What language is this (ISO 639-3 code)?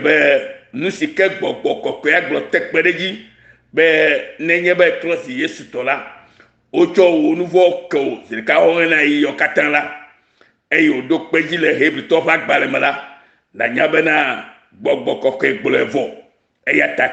ewe